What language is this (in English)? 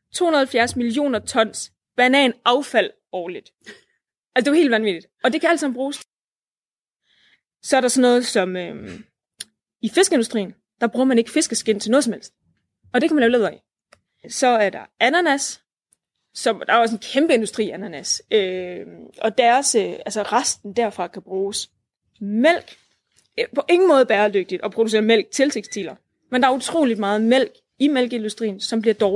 Danish